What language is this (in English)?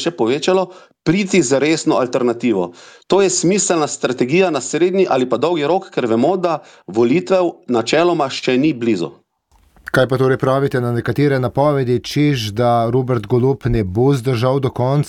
Slovenian